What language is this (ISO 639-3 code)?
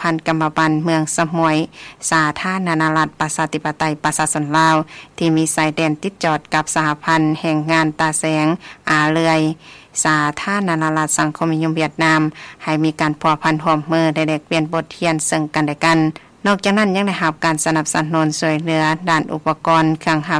lao